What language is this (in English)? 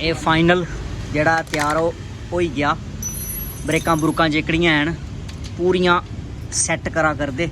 Dogri